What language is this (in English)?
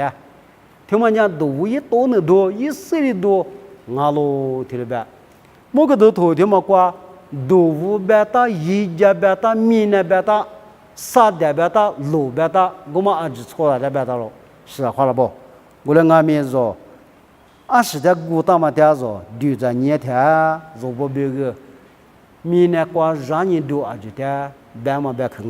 Lisu